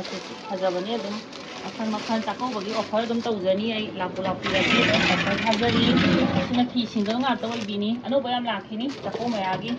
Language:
Manipuri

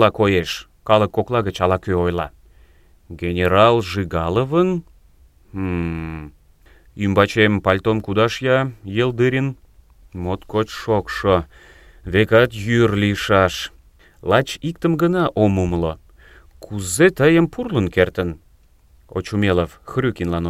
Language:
Mari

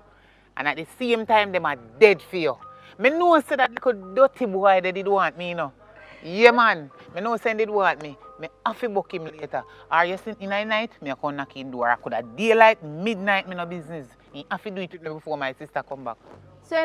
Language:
Jamaican Creole English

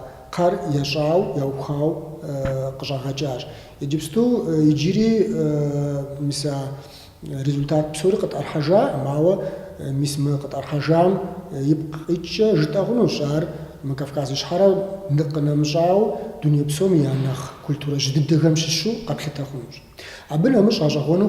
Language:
Kabardian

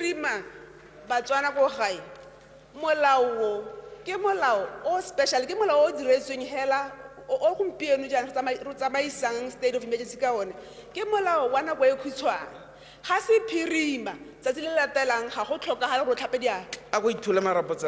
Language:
Tswana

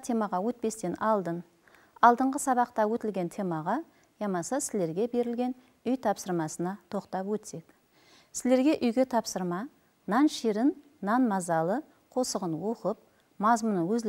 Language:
Kara-Kalpak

